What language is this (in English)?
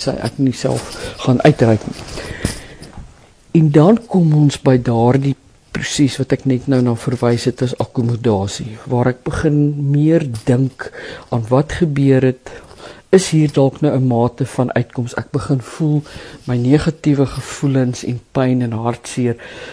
Afrikaans